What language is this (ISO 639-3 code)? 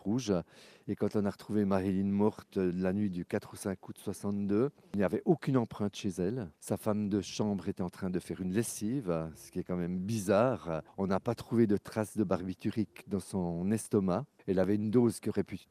fra